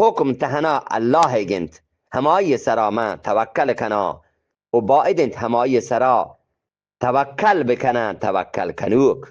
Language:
Eastern Balochi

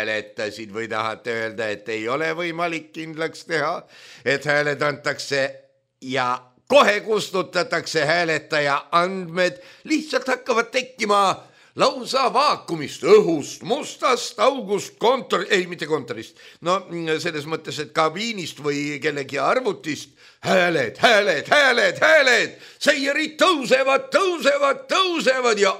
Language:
Estonian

